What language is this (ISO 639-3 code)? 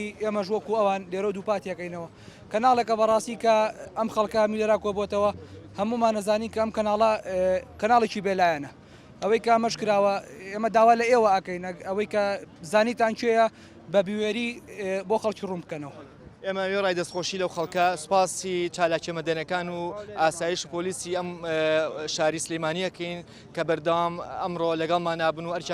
ckb